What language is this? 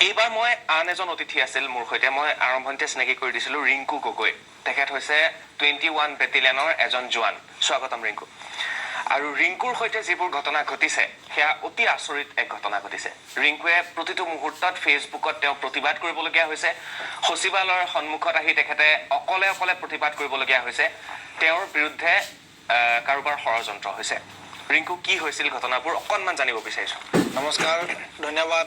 Assamese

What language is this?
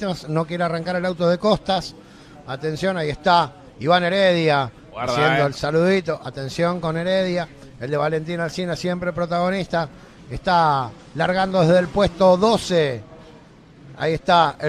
Spanish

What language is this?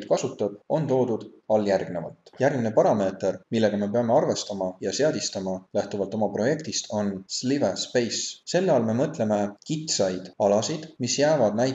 Estonian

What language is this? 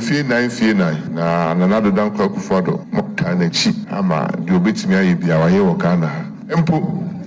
Akan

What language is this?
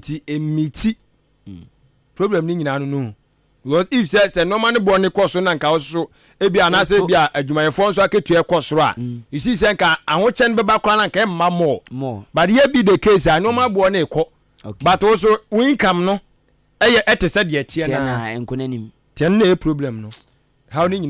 Akan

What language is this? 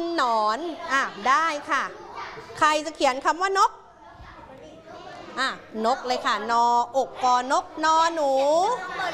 Thai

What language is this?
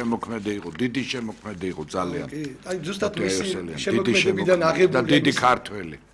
Georgian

